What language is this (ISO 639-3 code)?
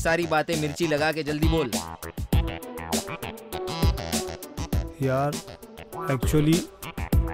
hin